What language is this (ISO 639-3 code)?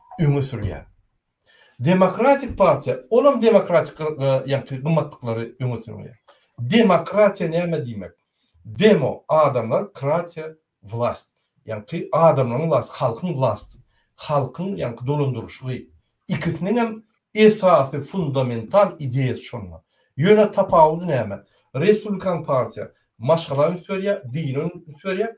tuk